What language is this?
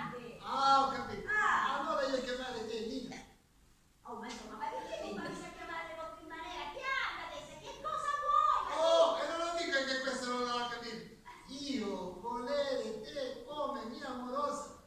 Sicilian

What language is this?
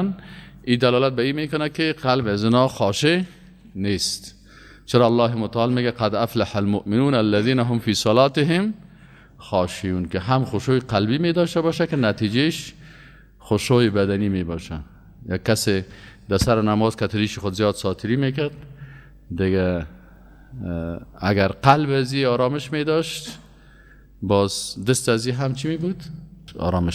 Persian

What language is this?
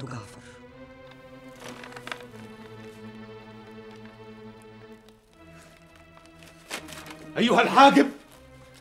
Egyptian Arabic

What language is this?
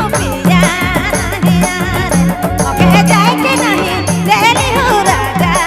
Sadri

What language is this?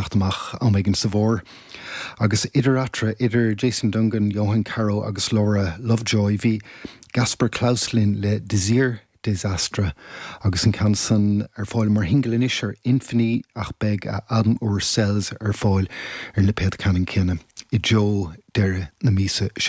Irish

